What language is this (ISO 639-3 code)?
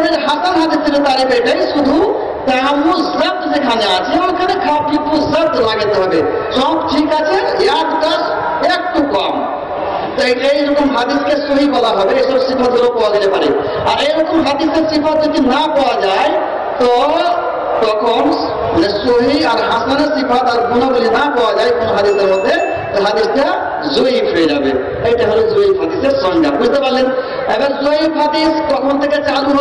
ben